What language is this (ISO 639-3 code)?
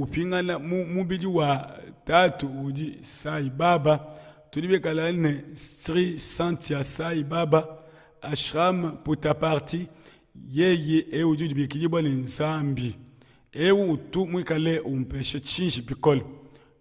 lua